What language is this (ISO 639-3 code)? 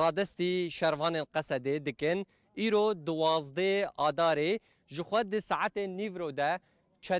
kur